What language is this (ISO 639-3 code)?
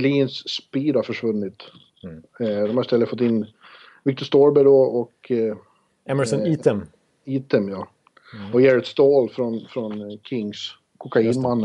swe